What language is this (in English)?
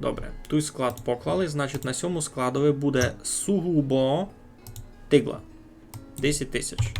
Rusyn